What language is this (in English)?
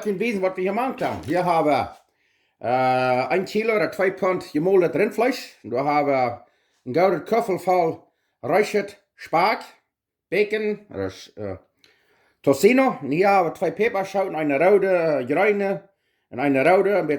Plautdietsch